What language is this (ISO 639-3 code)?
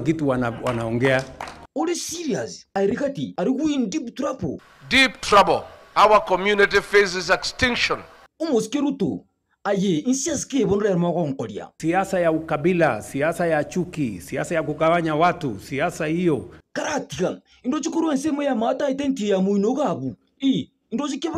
guz